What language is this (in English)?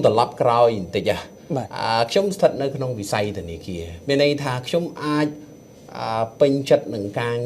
Khmer